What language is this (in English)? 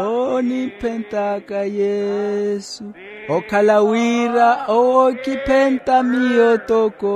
Makhuwa